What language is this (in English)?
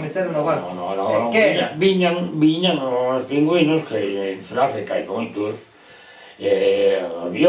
Galician